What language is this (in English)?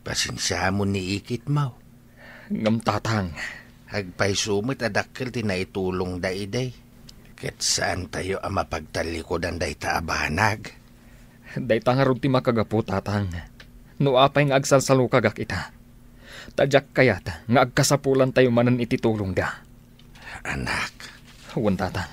Iloko